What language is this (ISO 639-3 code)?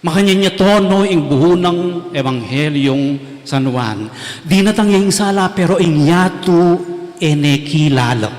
pam